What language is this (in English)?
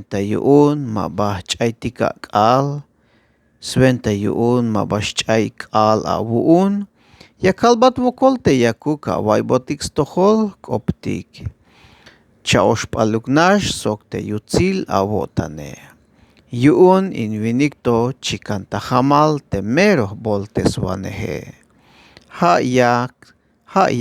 Tzeltal